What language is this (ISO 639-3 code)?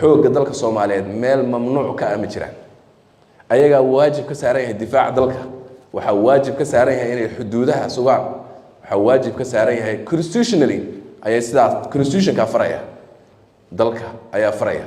som